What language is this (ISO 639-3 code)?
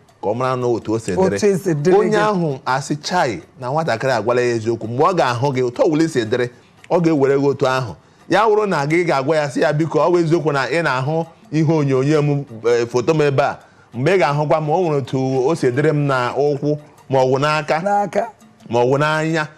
ibo